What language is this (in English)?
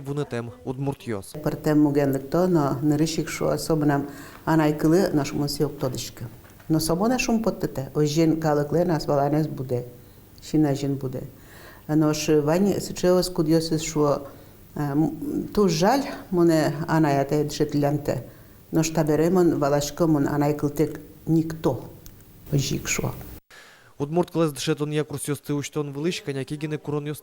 Udmurt